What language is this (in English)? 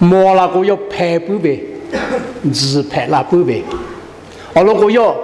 Lahu